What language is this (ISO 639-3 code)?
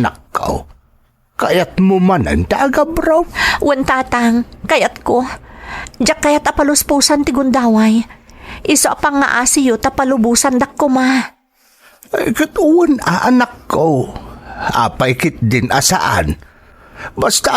ilo